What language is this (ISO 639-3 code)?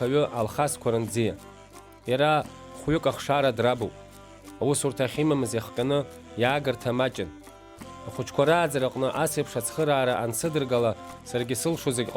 abk